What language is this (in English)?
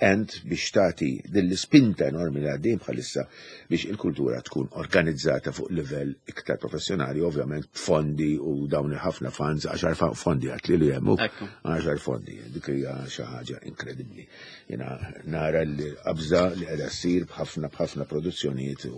Maltese